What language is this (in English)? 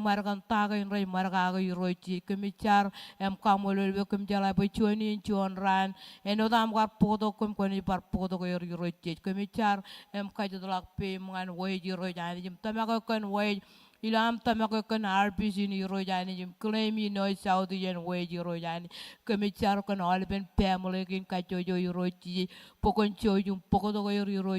Marshallese